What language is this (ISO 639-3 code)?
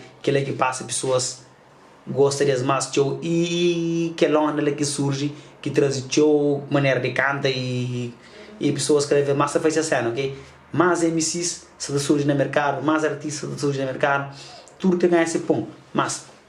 kea